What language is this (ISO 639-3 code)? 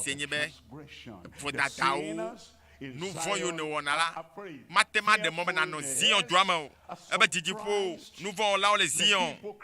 ewe